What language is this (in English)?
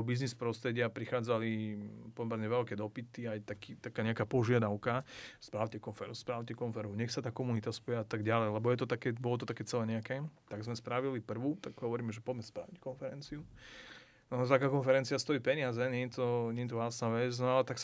Slovak